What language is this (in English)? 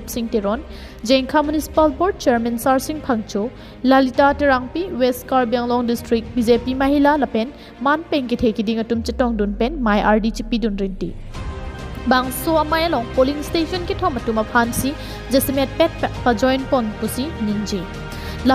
Karbi